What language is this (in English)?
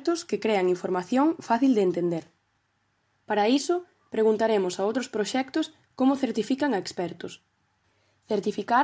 Galician